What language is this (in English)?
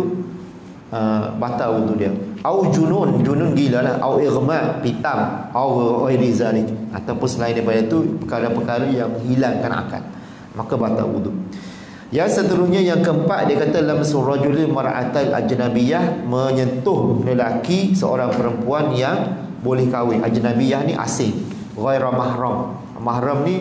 Malay